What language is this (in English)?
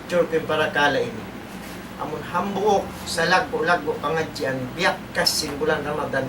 Tausug